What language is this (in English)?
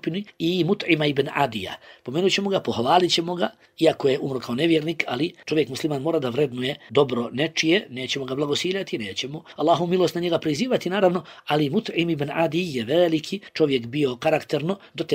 Bosnian